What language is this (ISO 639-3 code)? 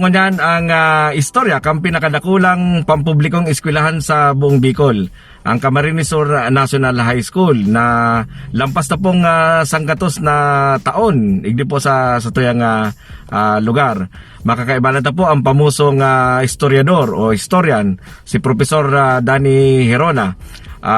bik